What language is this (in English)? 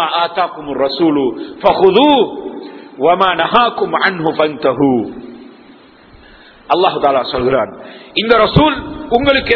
Tamil